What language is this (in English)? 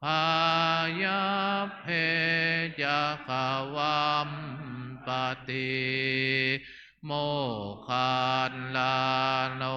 Pali